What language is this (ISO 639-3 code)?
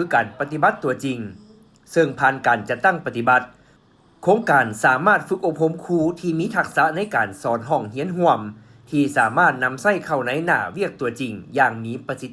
lao